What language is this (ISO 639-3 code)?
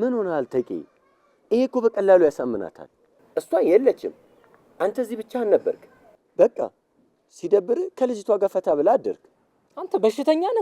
amh